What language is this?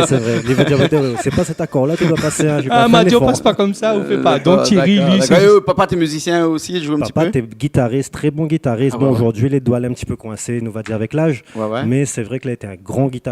Réunion Creole French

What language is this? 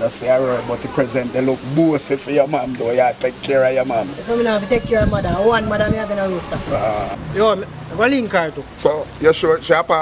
Jamaican Creole English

